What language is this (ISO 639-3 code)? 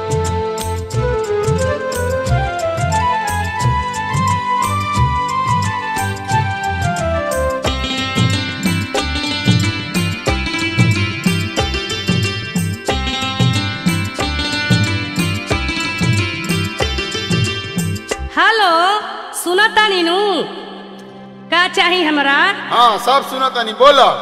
bho